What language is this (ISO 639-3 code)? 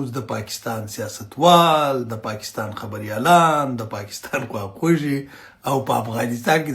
pus